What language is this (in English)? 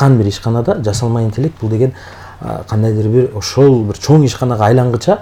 Kyrgyz